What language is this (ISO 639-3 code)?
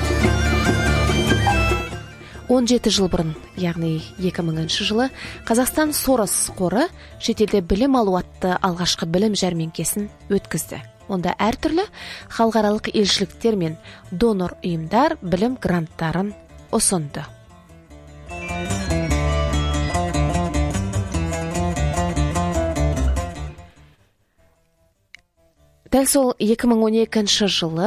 kaz